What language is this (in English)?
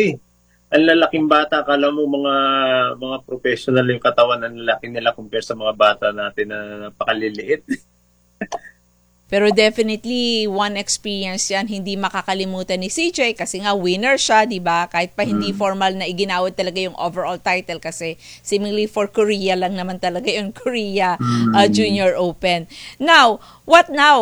Filipino